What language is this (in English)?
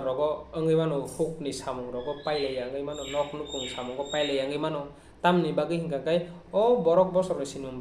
Kok Borok